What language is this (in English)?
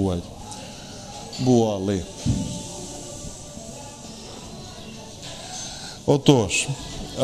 Ukrainian